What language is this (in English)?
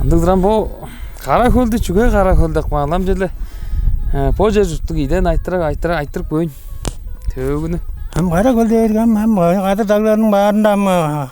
Tuvinian